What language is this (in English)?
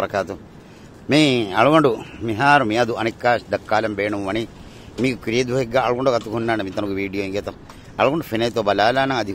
Divehi